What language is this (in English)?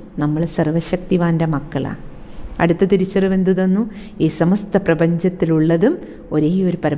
Malayalam